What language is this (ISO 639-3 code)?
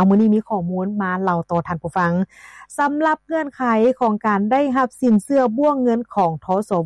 lao